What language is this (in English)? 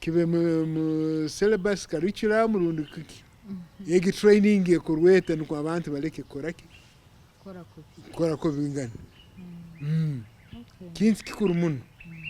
Nyankole